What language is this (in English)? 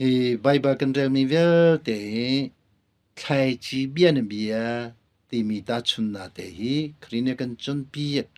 Hakha Chin